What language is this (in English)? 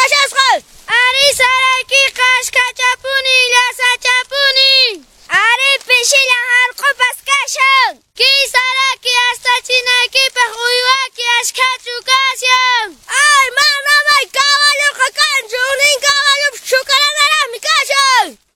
Quechua